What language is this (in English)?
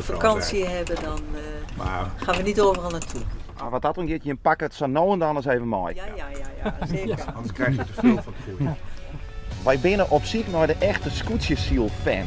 Western Frisian